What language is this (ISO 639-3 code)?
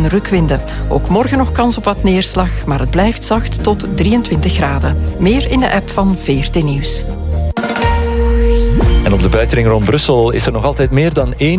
nld